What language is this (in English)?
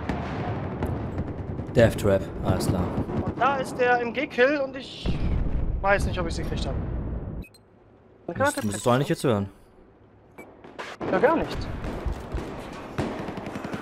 German